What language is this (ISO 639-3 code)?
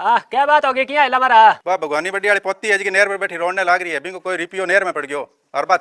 bgc